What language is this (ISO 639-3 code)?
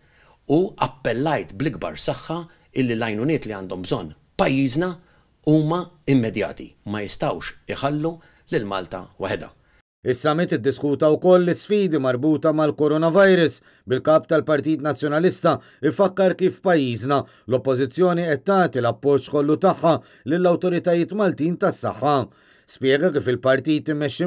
mlt